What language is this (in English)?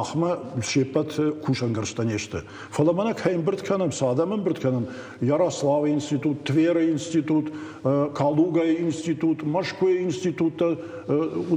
Ossetic